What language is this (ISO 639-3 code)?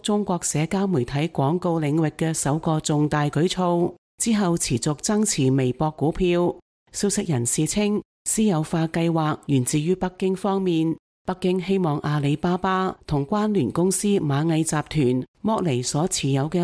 yue